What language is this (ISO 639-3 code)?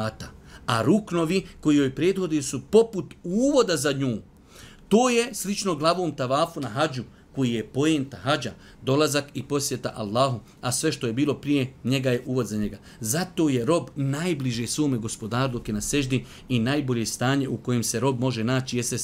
bos